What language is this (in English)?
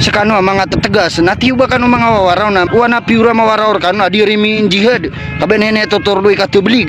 Maranao